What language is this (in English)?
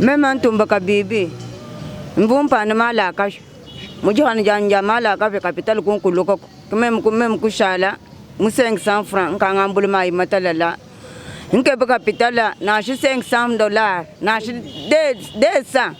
Luba-Lulua